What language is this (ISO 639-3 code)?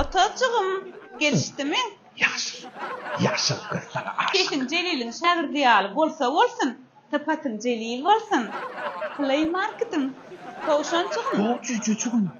tuk